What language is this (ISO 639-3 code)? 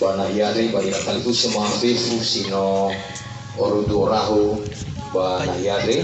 nia